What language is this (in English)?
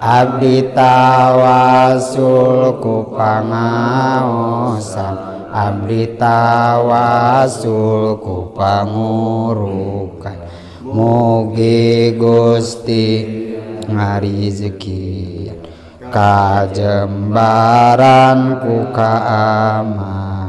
Sundanese